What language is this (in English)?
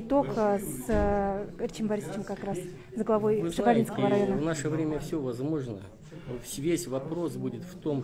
Russian